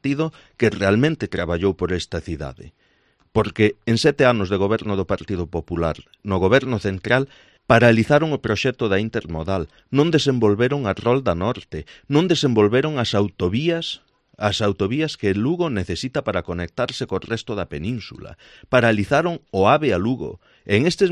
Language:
Galician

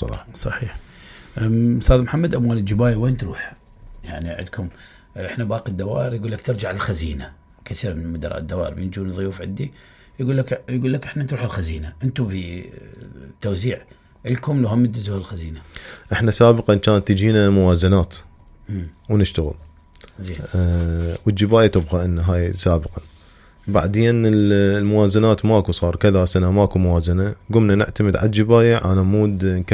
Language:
Mesopotamian Arabic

